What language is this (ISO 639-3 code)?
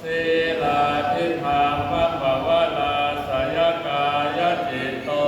pli